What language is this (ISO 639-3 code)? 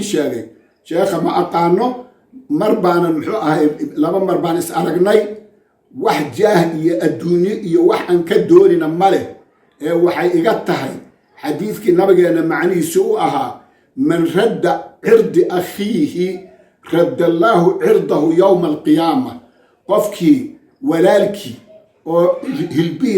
som